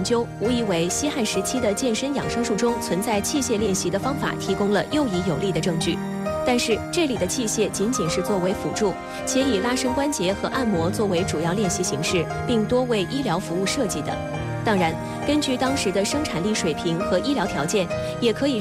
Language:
Chinese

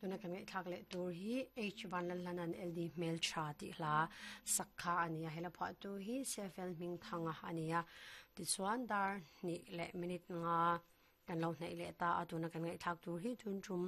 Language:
Mizo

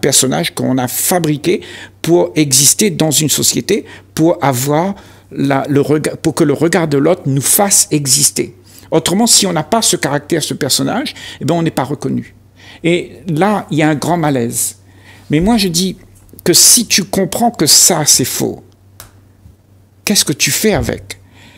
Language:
French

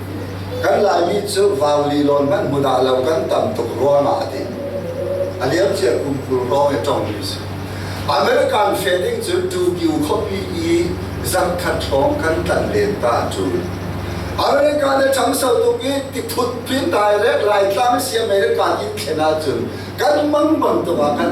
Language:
Falam Chin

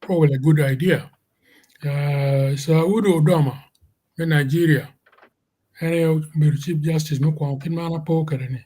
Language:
Acoli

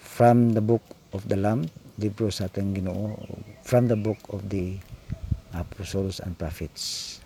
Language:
Cebuano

